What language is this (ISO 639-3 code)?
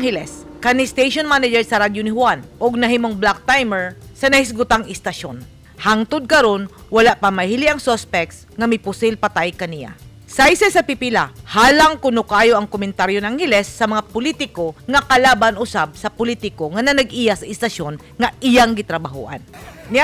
ceb